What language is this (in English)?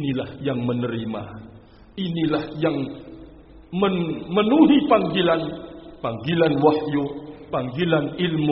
Indonesian